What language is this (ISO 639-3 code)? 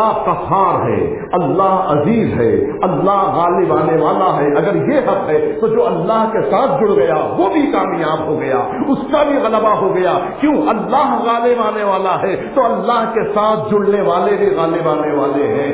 urd